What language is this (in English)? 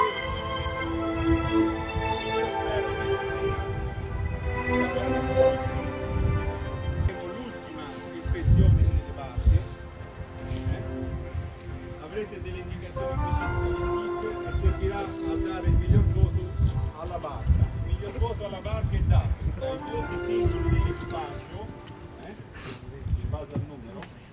Italian